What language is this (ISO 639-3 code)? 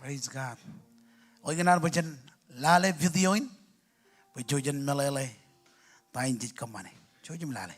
mah